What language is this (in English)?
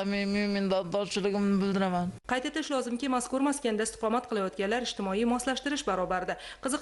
Uzbek